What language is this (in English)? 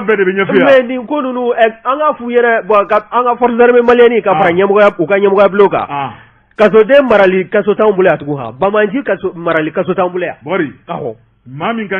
Bambara